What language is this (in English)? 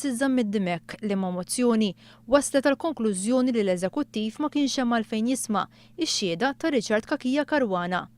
Maltese